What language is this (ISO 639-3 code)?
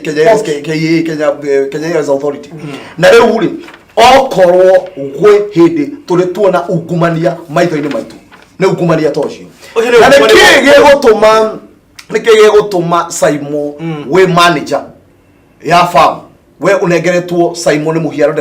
kik